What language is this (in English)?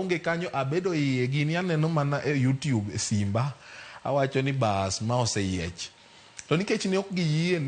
Luo (Kenya and Tanzania)